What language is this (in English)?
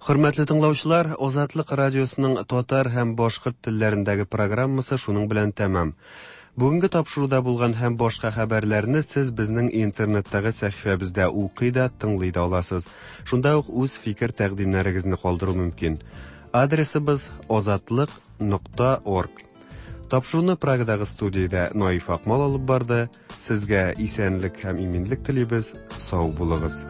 Tatar